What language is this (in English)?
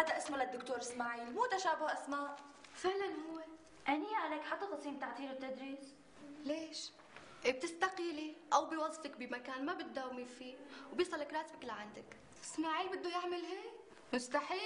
North Levantine Arabic